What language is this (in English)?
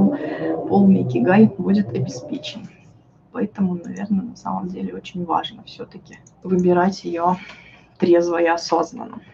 Russian